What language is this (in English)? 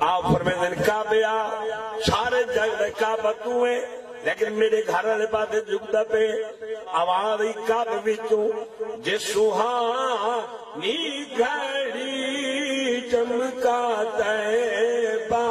Saraiki